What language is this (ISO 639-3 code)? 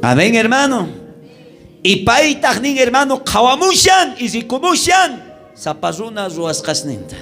quh